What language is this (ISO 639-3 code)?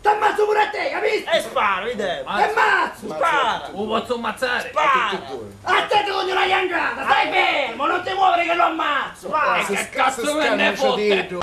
scn